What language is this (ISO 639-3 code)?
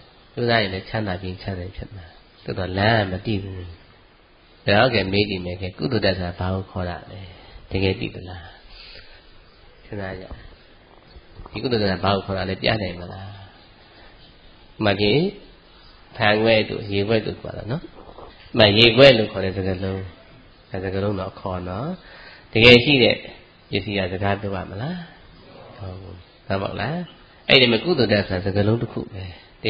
mya